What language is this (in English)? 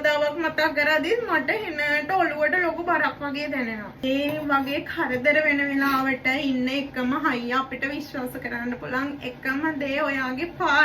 Sinhala